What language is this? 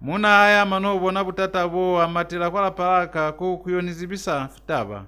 Lozi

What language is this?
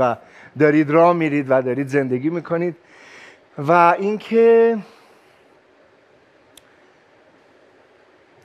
Persian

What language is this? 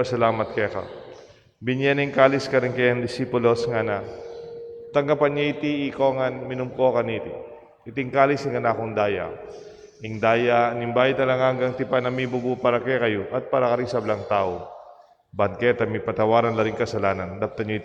Pampanga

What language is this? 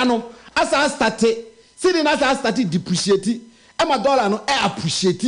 Akan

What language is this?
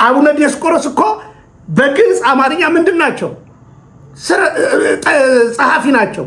Amharic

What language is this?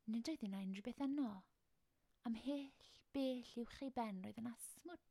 Welsh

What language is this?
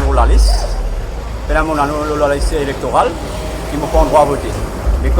Morisyen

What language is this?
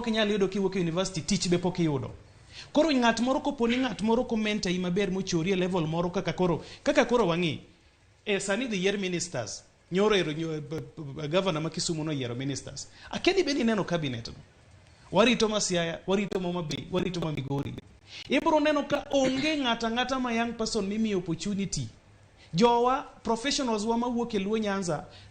Luo (Kenya and Tanzania)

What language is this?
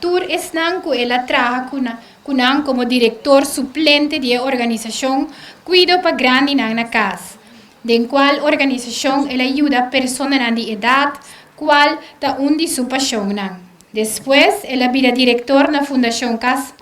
Papiamento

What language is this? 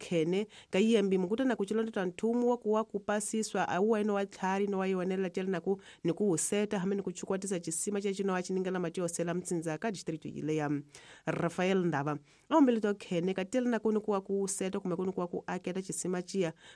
Tsonga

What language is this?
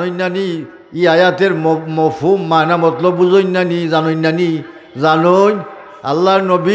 Sylheti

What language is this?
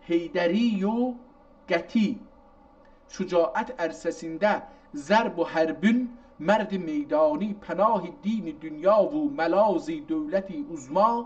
South Azerbaijani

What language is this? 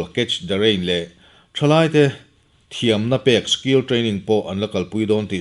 Mizo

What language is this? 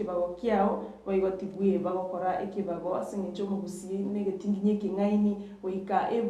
Gusii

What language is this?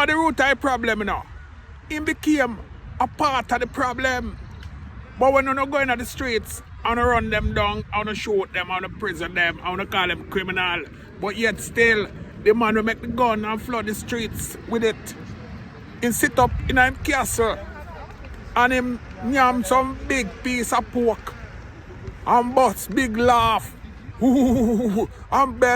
Jamaican Creole English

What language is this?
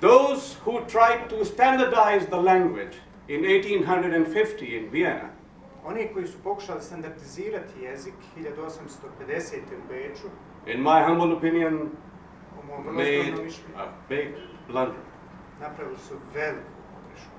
Bosnian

